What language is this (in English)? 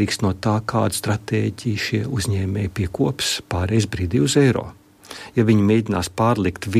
Latvian